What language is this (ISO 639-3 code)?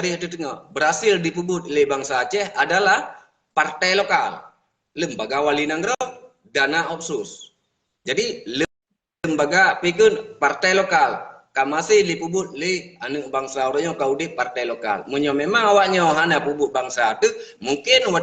ace